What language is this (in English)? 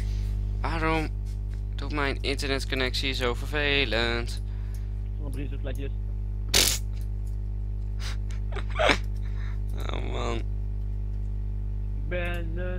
Dutch